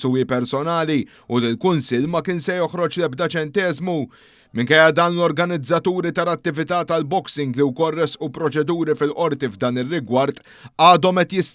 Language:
Maltese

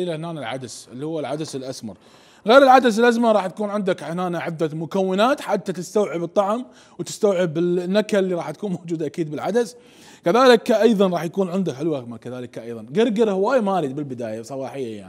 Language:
Mesopotamian Arabic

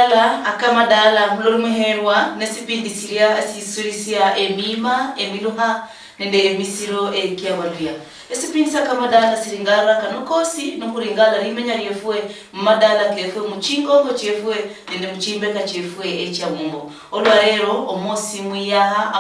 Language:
Luyia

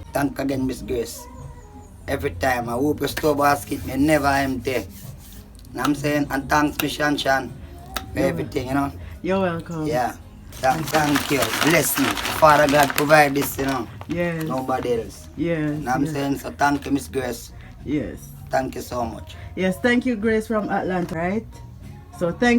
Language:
Jamaican Creole English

